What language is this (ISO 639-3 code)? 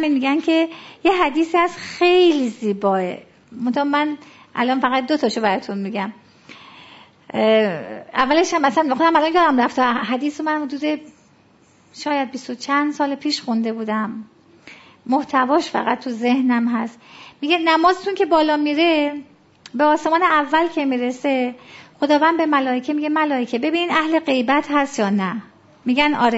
fas